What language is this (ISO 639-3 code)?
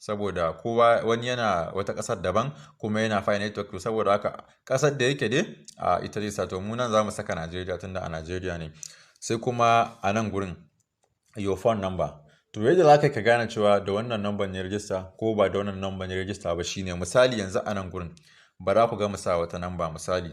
hau